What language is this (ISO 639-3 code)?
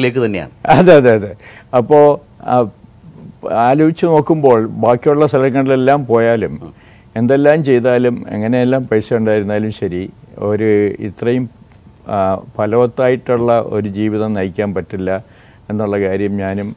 mal